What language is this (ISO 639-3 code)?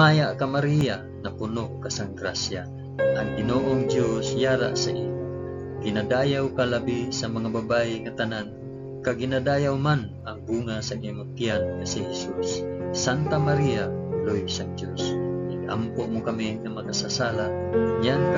hil